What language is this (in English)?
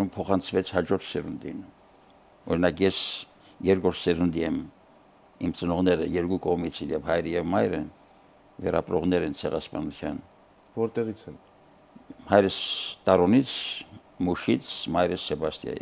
Armenian